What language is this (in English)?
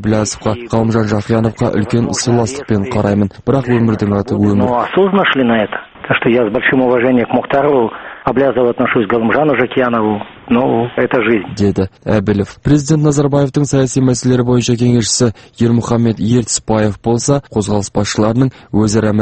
Kazakh